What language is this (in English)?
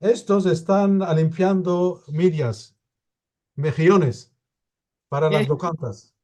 Ladino